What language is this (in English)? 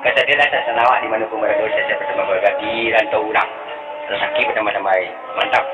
Minangkabau